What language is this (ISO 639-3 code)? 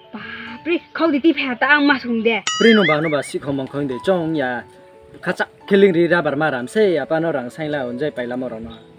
ria